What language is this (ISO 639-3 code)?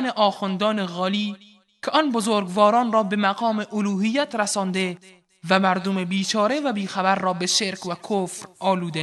fas